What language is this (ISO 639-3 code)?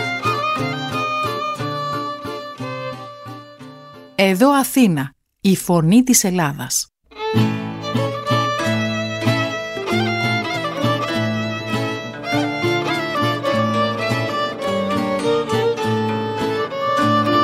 ell